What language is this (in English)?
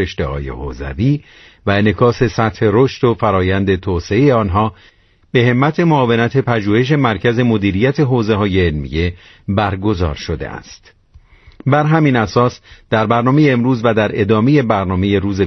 Persian